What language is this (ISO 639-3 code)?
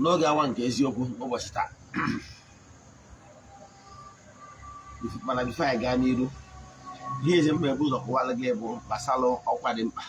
ibo